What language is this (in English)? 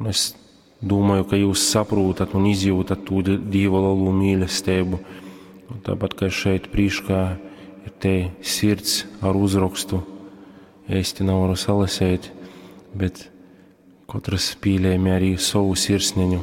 Latgalian